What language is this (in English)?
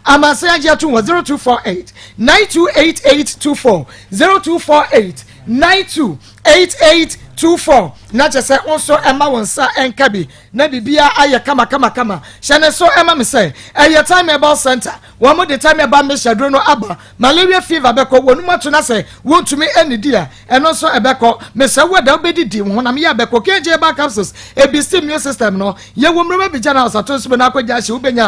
Akan